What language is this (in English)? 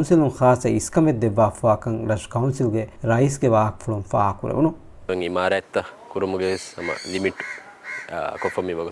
Divehi